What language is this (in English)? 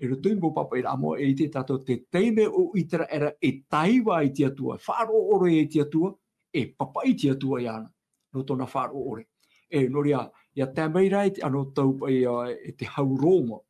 Tahitian